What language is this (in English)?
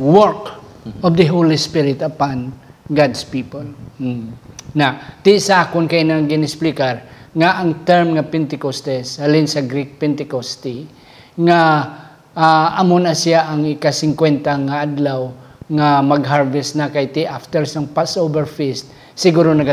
Hiligaynon